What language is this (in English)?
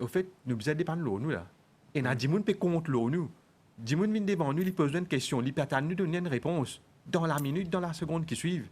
Morisyen